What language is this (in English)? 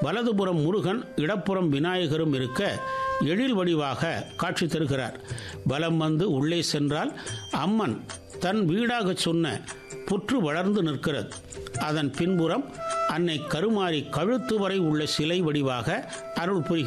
Tamil